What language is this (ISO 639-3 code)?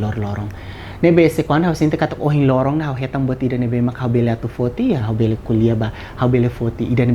tet